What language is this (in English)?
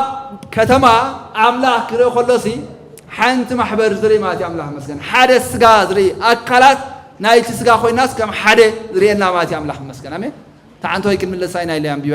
Tigrinya